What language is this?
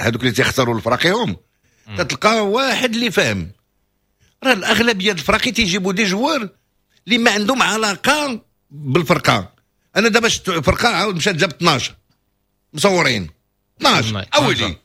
Moroccan Arabic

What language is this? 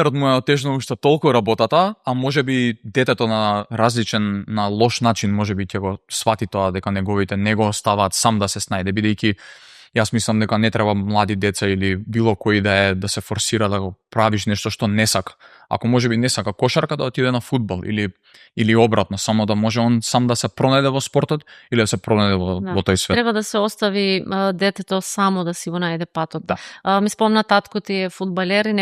Macedonian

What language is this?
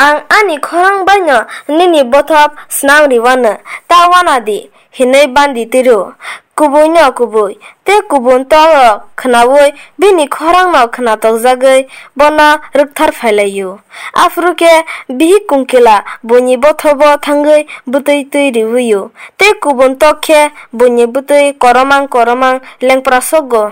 Kok Borok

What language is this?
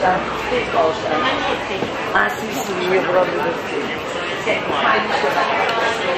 Italian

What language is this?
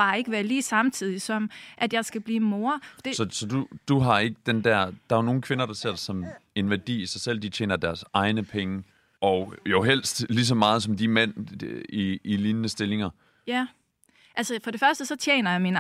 Danish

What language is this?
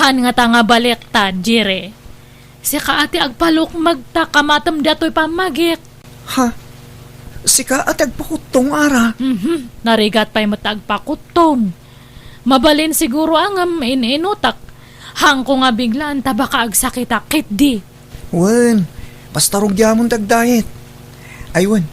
Iloko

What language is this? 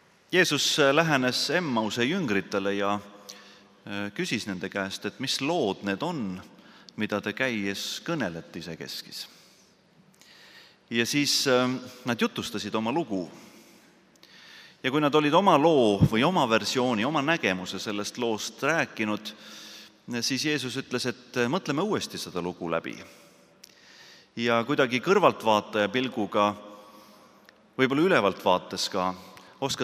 Estonian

